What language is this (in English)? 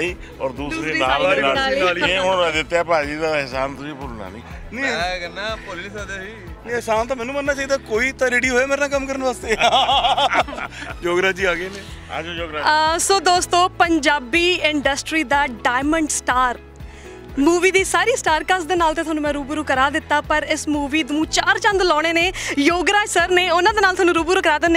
Punjabi